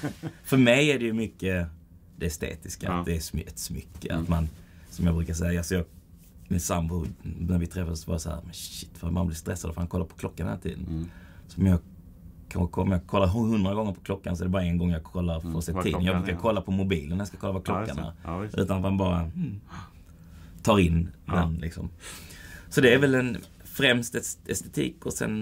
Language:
Swedish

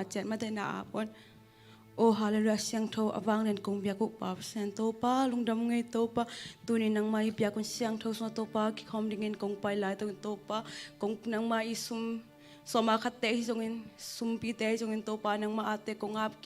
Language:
Tedim Chin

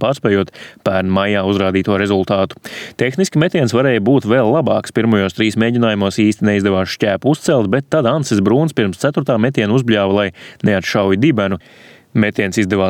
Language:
Latvian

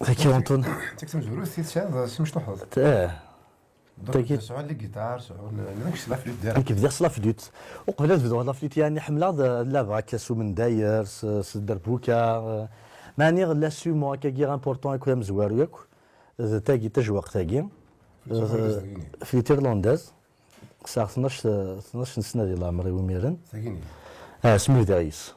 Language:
Kabyle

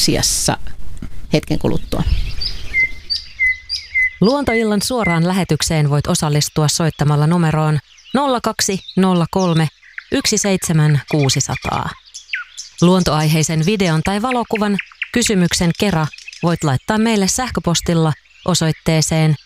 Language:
Finnish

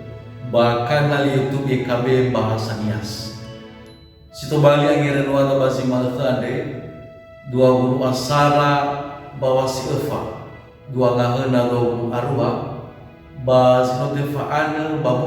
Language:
Nias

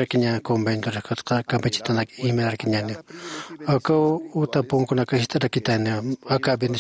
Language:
Aymara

